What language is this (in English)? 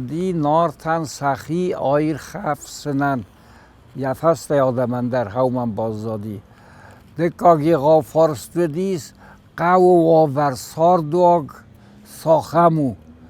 Ossetic